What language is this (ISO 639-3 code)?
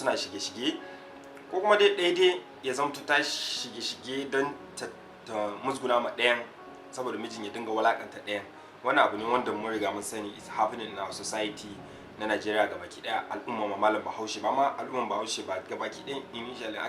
hau